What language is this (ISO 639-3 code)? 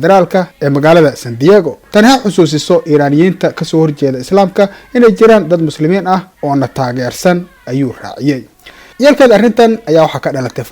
som